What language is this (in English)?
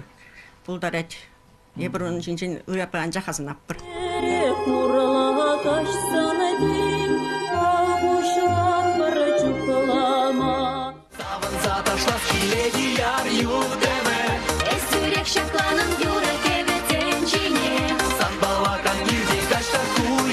Chuvash